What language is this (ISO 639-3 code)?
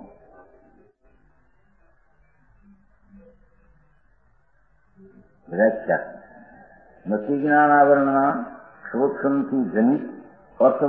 guj